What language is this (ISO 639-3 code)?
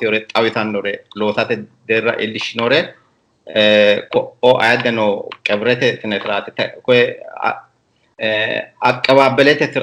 sid